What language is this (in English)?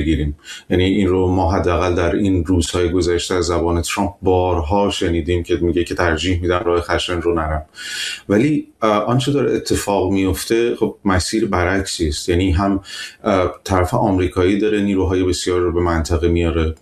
Persian